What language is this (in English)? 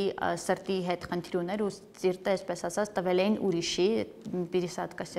Armenian